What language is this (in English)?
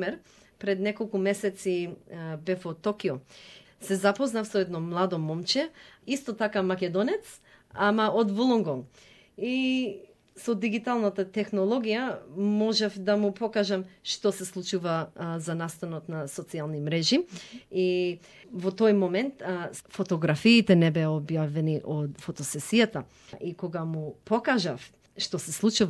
Macedonian